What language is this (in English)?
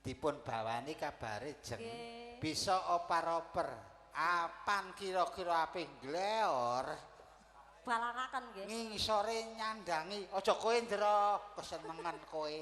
Javanese